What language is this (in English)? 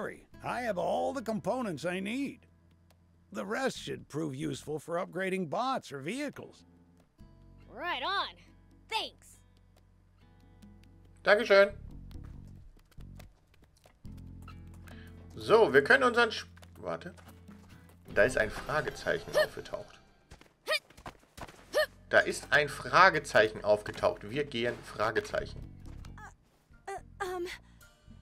German